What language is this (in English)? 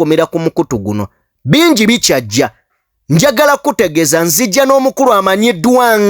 Ganda